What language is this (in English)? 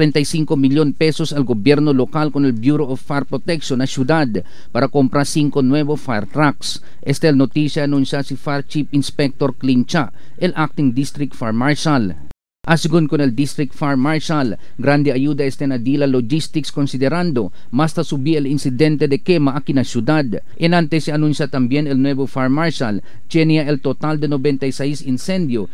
Chavacano